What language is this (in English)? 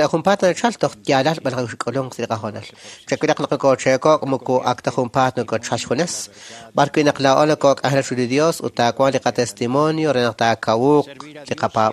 Kekchí